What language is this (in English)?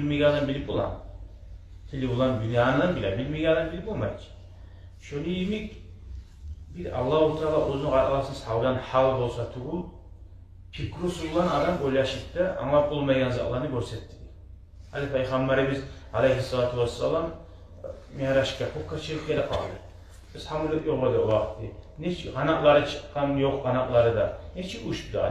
Kumyk